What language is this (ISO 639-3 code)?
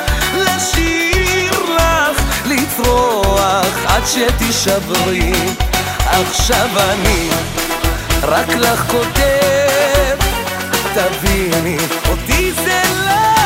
heb